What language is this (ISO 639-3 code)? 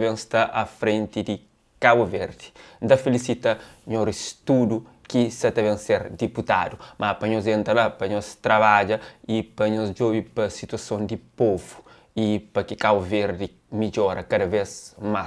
kea